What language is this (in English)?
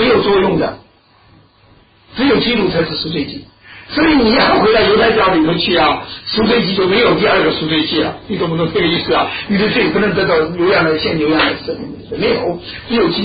Chinese